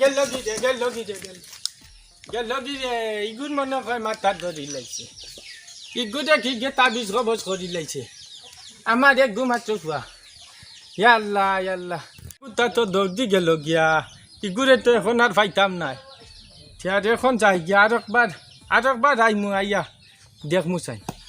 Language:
Sylheti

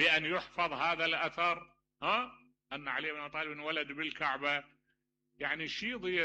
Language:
Mesopotamian Arabic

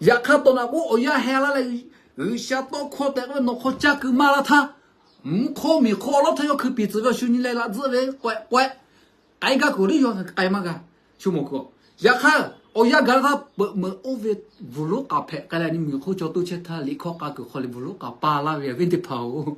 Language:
Lahu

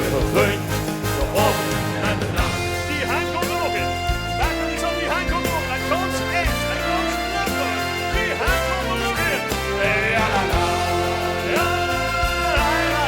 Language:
Limburgish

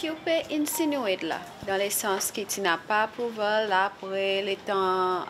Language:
Seselwa Creole French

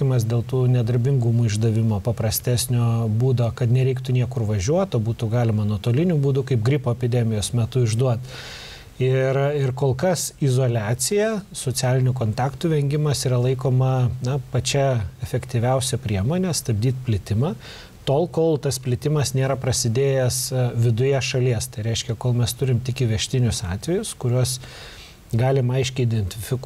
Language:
Lithuanian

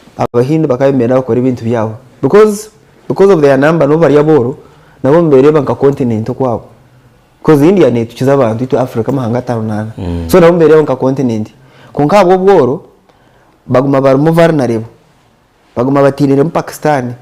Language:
Nyankole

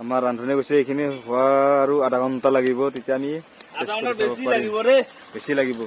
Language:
Assamese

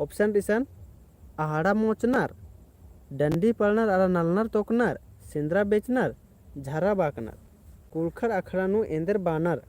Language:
Kurukh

